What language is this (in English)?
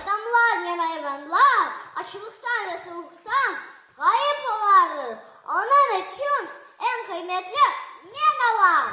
Crimean Tatar